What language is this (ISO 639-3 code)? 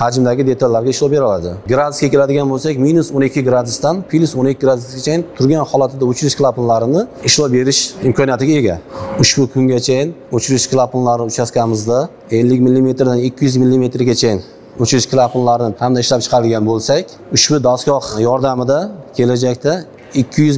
uzb